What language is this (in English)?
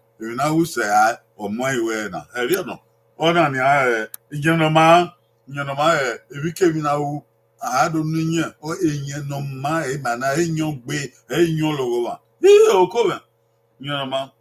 Bini